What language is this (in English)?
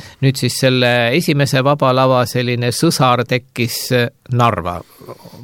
Estonian